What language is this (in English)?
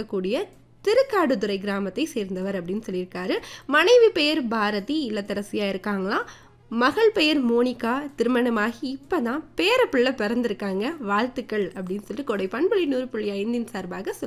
Tamil